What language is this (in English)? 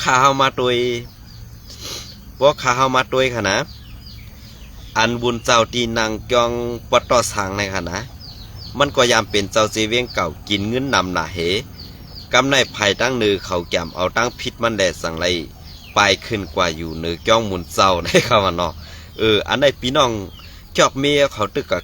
Shan